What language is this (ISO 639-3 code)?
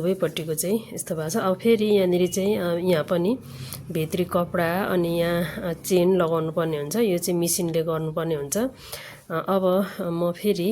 nep